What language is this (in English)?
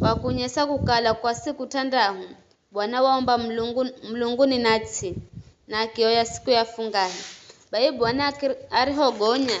Giryama